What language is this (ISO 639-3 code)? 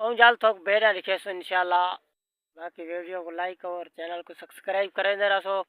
skr